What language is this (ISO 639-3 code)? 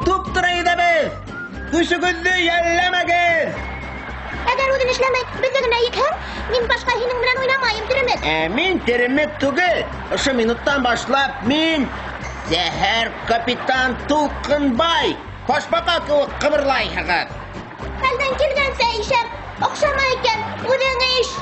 bak